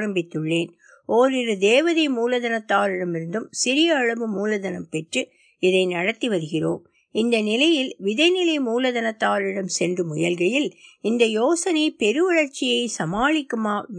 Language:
Tamil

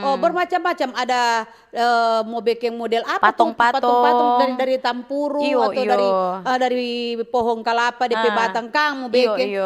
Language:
Manado Malay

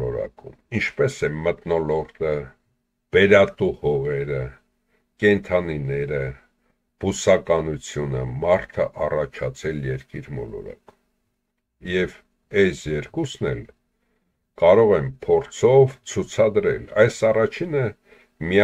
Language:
Armenian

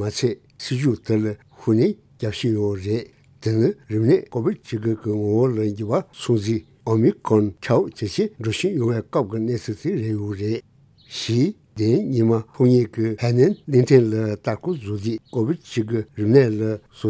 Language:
Tibetan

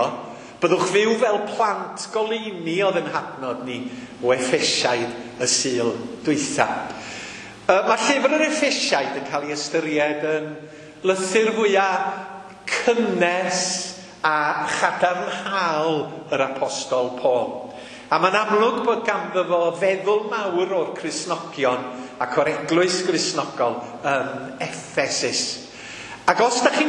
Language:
Welsh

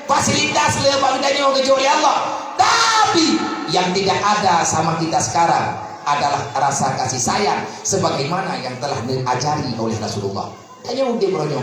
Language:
Achinese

